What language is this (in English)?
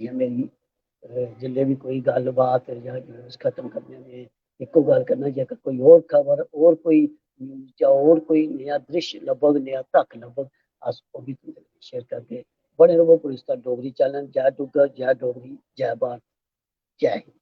Dogri